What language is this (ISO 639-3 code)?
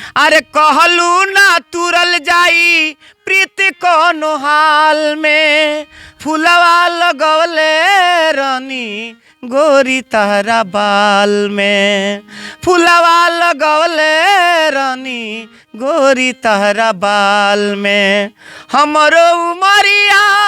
bho